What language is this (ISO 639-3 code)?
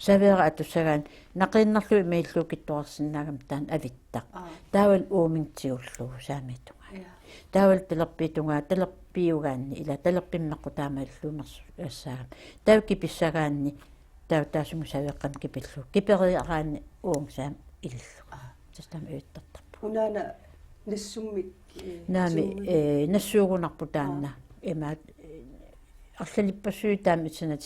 kal